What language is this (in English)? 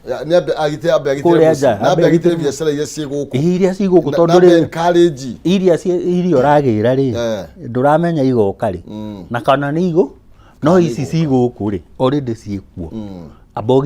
Kikuyu